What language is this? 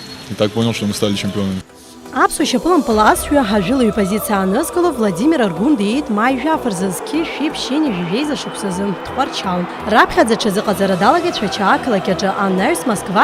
Abkhazian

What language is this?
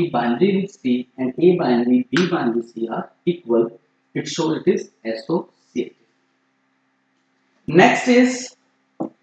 English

